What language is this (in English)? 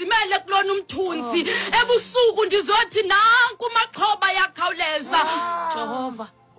Xhosa